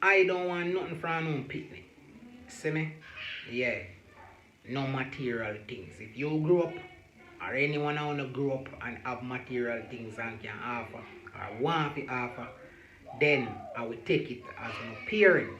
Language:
Jamaican Creole English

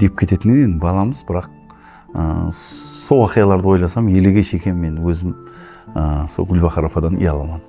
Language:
Kara-Kalpak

